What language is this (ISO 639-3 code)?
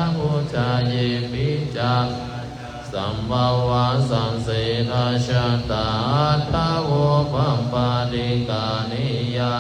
pli